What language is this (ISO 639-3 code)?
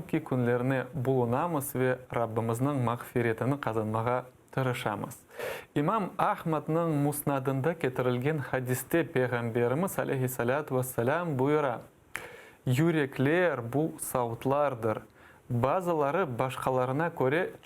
crh